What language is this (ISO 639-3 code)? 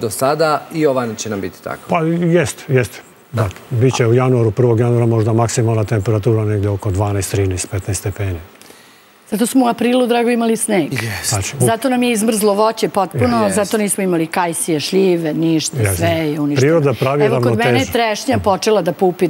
srp